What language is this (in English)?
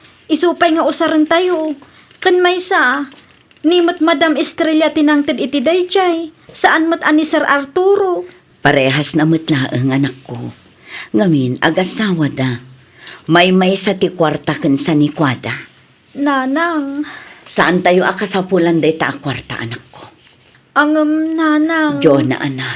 Iloko